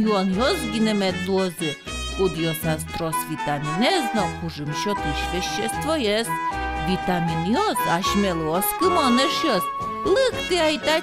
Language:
Udmurt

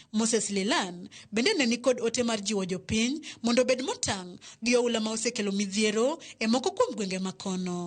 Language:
Luo (Kenya and Tanzania)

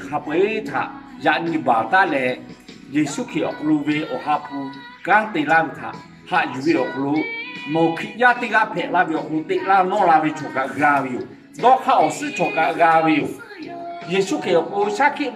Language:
Lahu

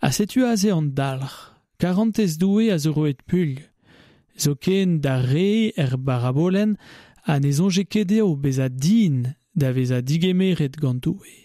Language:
Breton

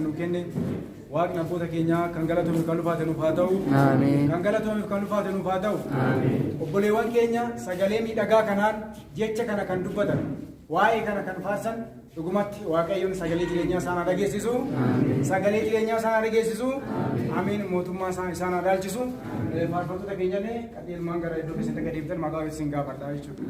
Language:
Oromo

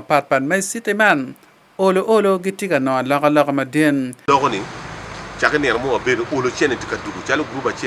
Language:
Acoli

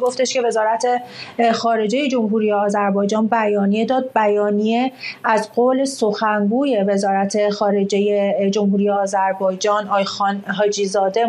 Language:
Persian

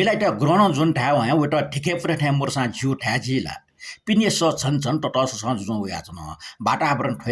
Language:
Newari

